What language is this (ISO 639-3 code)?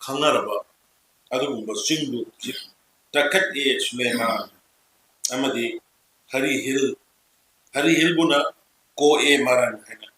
mni